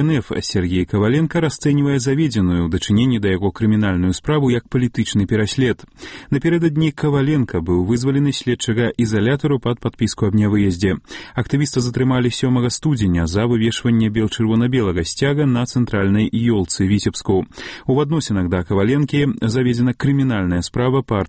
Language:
Belarusian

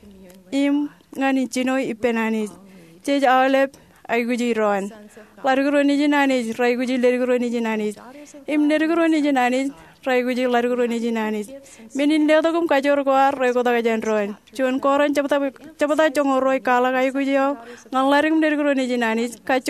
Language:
Marshallese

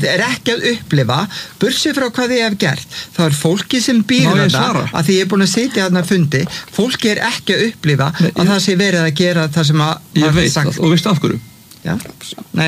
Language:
Icelandic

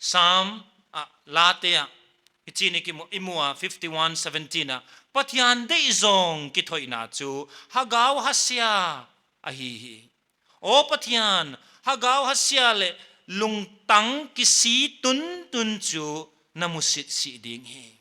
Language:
Paite Chin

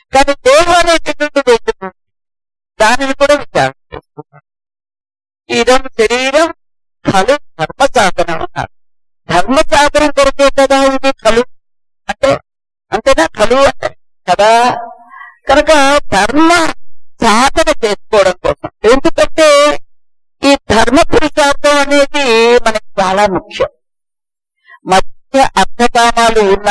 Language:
Telugu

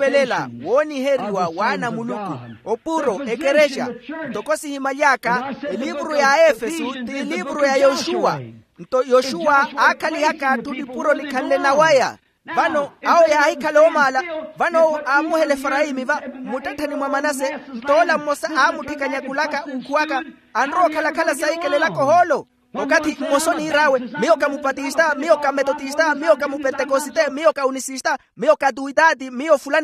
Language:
Makhuwa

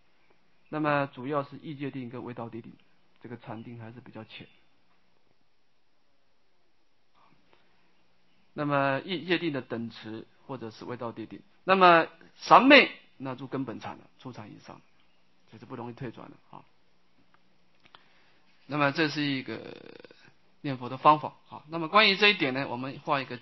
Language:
Chinese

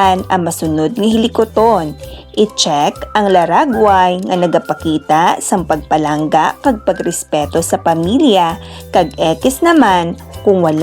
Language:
Hiligaynon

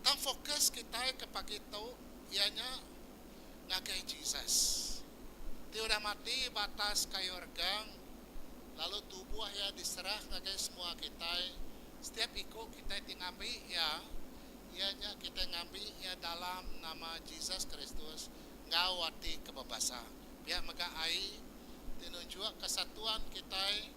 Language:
Iban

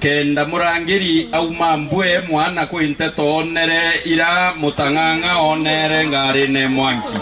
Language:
Meru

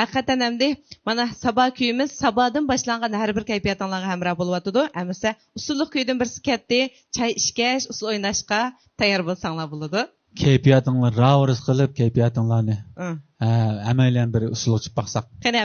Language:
Uyghur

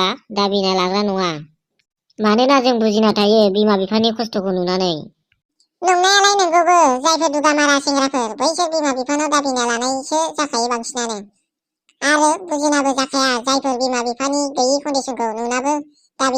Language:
Bodo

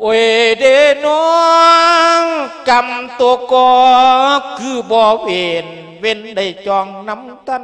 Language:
Lao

